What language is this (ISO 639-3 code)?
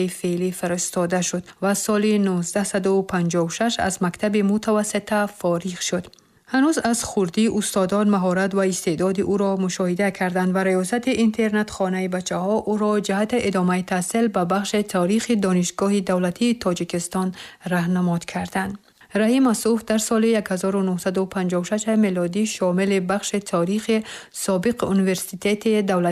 tgk